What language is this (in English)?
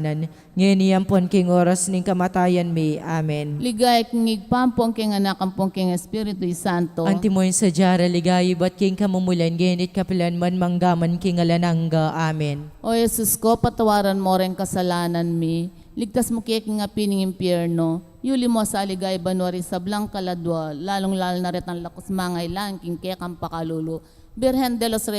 Pampanga